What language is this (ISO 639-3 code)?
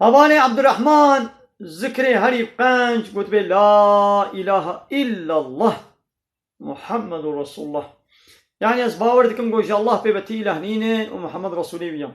kur